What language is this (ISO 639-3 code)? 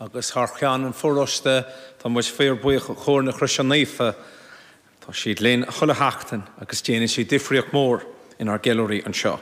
gle